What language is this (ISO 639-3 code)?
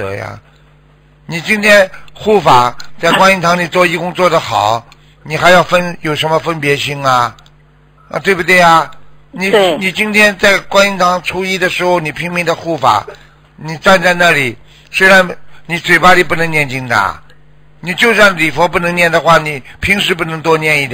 zho